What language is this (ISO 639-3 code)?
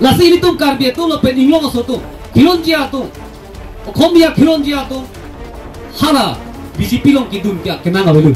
mjw